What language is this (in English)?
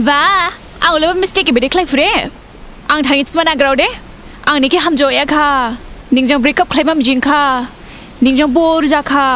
Dimasa